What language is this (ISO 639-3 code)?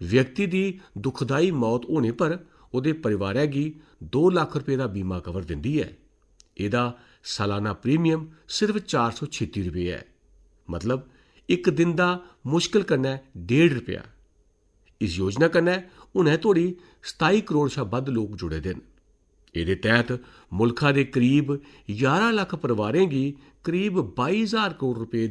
doi